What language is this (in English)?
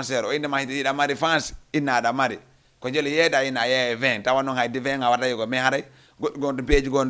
Fula